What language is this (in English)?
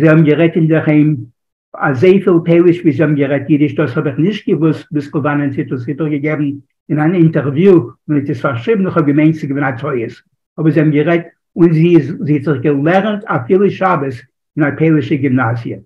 Yiddish